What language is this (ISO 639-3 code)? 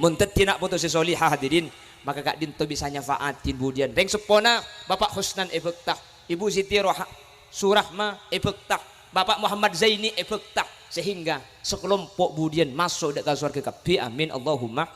mad